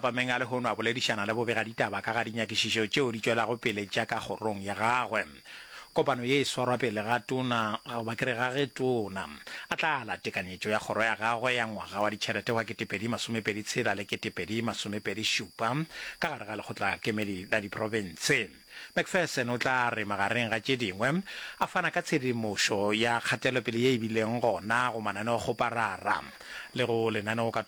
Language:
Northern Sotho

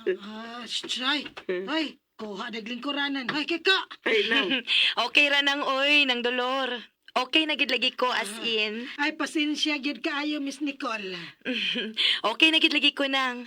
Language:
Cebuano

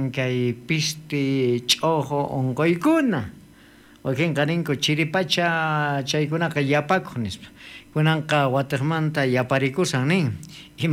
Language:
South Bolivian Quechua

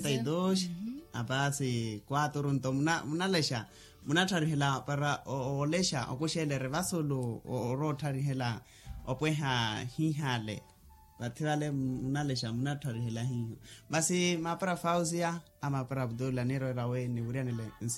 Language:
Makhuwa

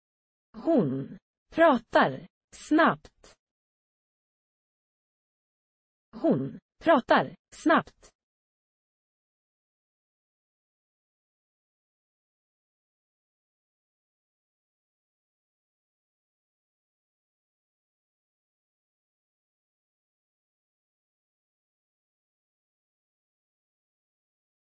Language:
Swedish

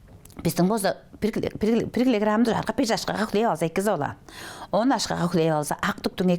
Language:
Tuvinian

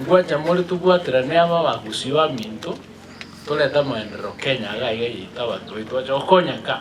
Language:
Gusii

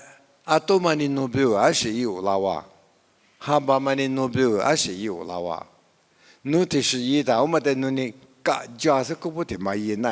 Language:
Lisu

